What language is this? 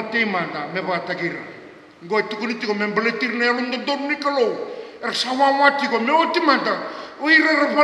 Fijian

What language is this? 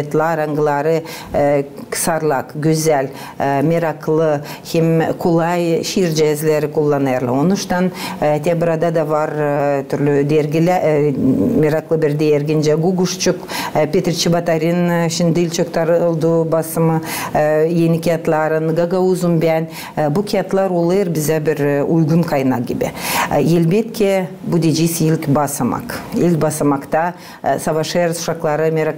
Gagauz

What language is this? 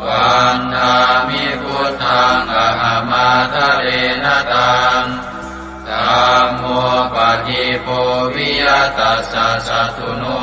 Pali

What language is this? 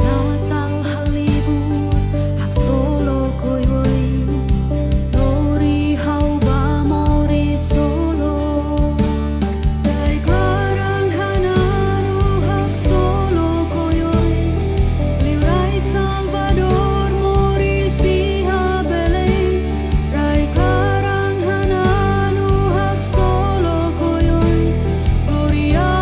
Tetum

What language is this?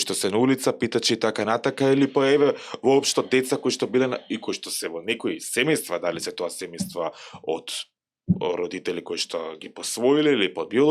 Macedonian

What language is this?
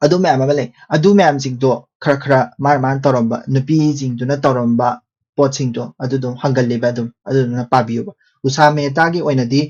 Manipuri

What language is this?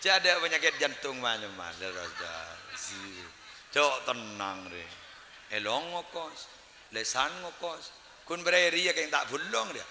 Madurese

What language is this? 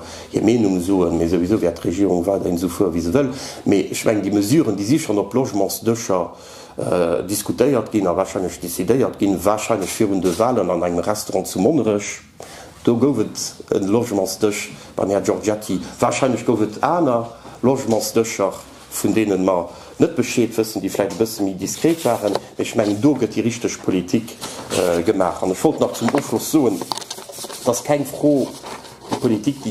Luxembourgish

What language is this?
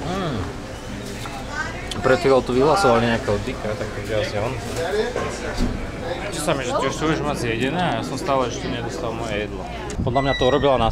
Slovak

